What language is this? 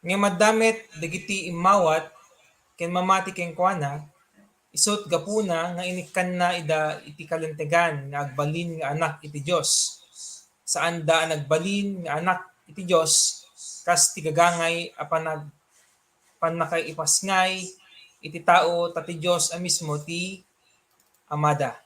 Iloko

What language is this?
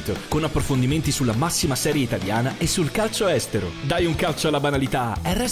Italian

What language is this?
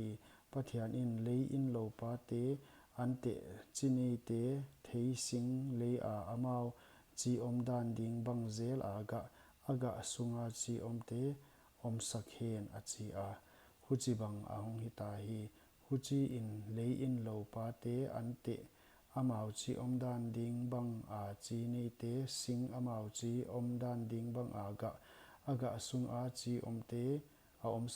Paite Chin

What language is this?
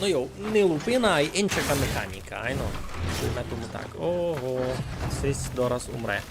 Rusyn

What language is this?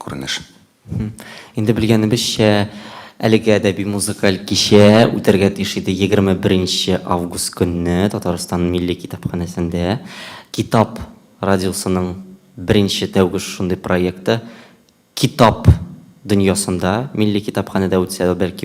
Tatar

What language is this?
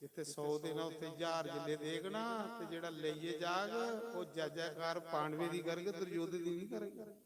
Dogri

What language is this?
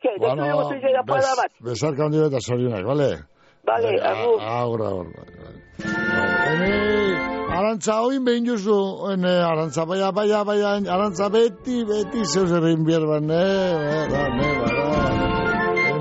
Basque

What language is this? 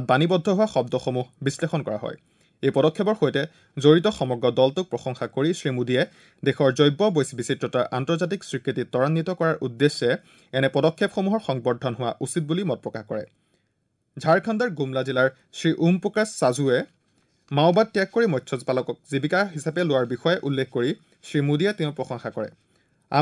Assamese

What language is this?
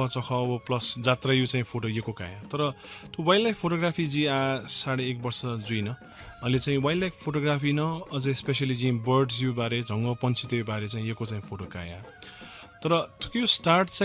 Newari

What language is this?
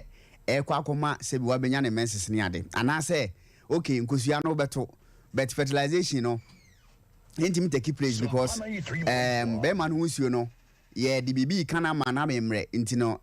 Akan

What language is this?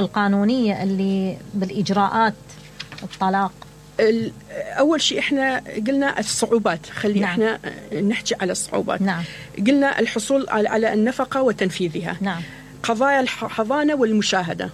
Mesopotamian Arabic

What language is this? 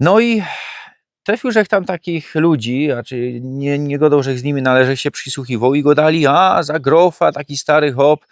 Silesian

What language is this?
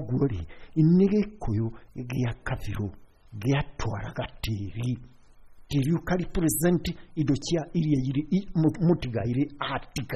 Kikuyu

